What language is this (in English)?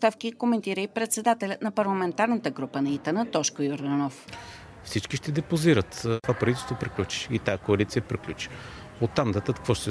Bulgarian